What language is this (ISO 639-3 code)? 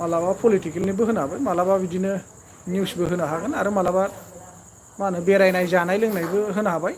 brx